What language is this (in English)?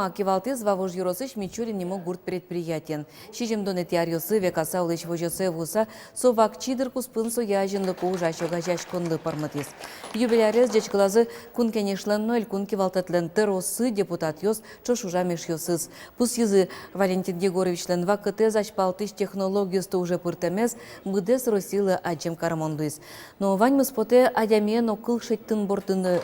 Udmurt